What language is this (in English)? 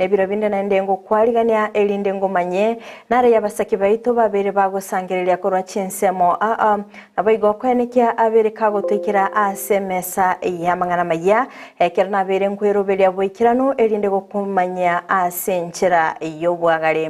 Gusii